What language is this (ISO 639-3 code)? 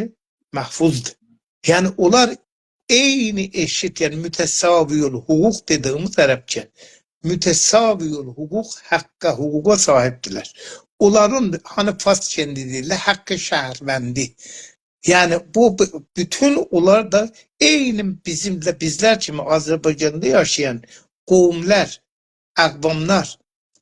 azb